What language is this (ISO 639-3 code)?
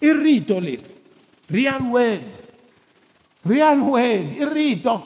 tso